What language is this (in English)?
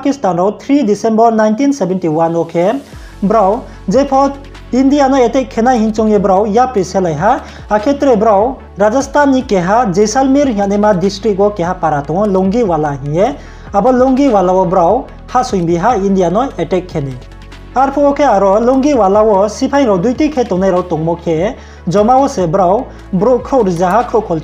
Riang (India)